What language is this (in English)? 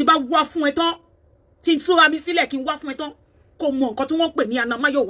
Yoruba